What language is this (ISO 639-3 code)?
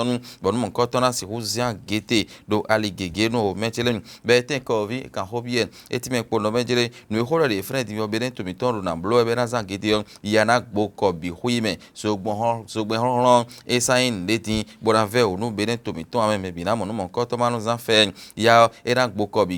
fon